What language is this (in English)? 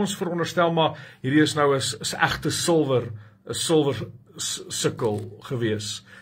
Afrikaans